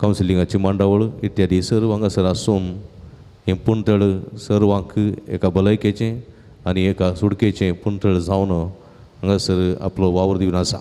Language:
Konkani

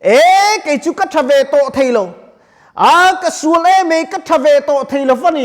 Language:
Mizo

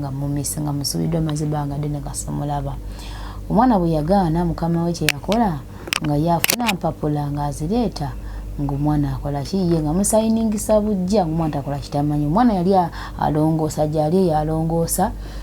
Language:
Ganda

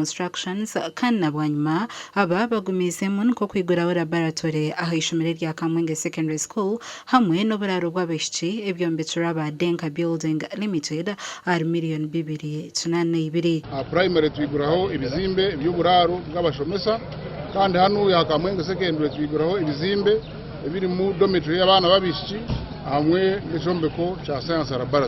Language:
Nyankole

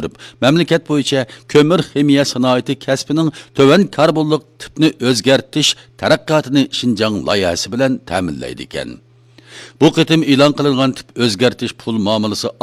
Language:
Uyghur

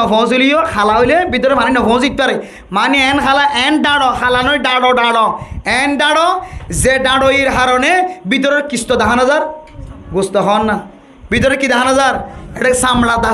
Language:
Rohingya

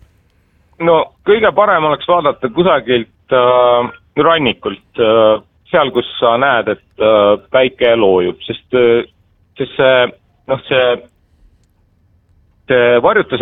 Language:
Estonian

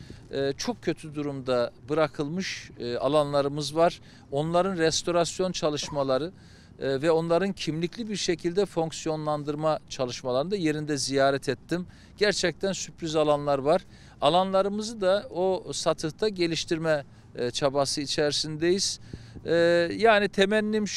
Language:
Turkish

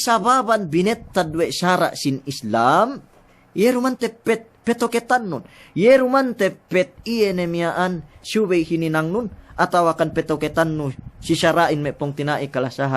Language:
Yakan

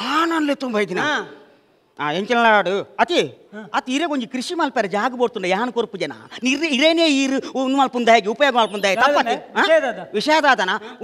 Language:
Tulu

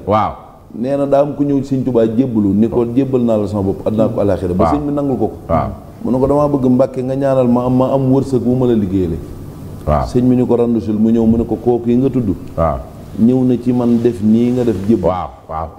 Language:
Wolof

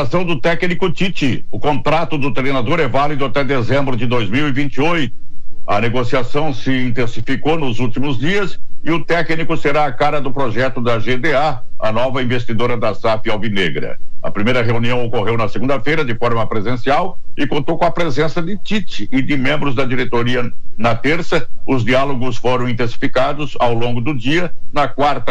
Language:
Portuguese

